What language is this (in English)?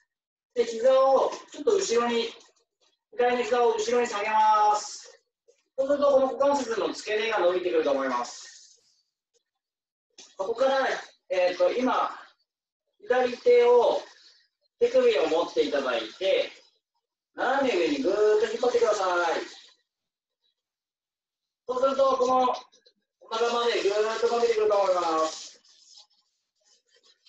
Japanese